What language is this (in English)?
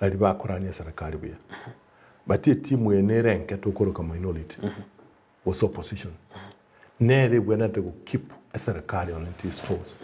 Gusii